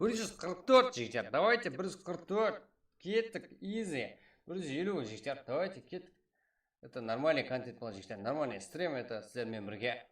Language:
Kara-Kalpak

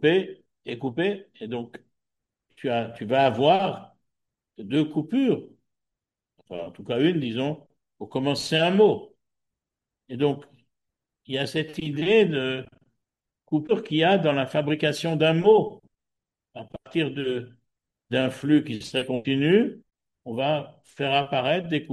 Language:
French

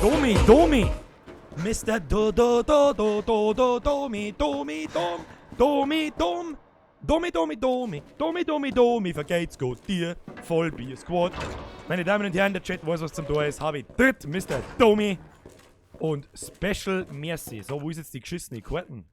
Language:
Bavarian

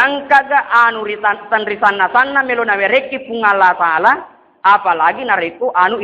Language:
Buginese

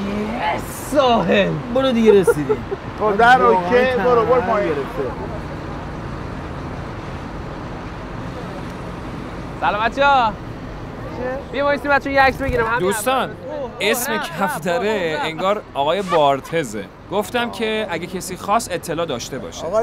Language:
Persian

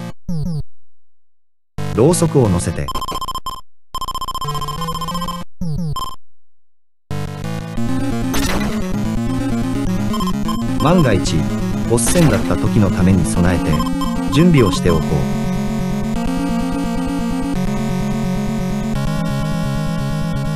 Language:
Japanese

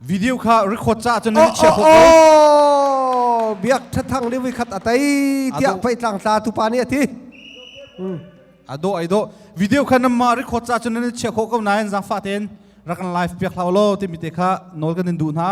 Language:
Hakha Chin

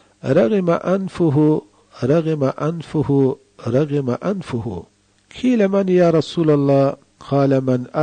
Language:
Pashto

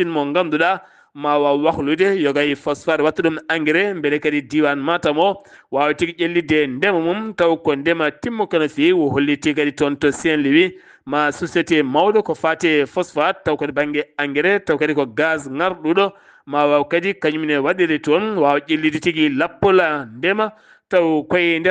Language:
Fula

